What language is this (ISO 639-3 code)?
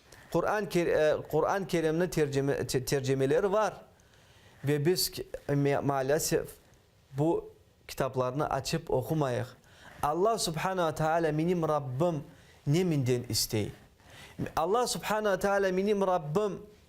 crh